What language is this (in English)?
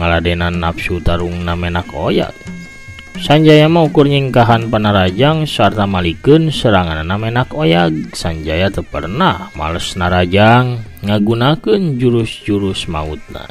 Sundanese